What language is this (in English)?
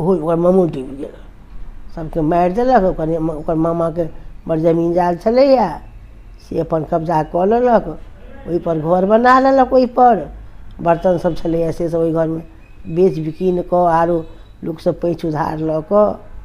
Maithili